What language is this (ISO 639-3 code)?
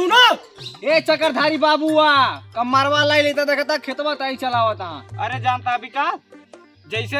awa